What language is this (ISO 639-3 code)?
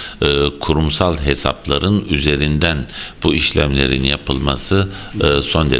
tur